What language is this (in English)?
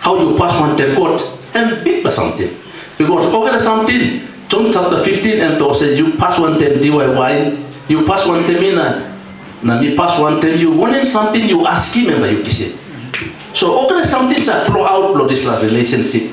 Tok Pisin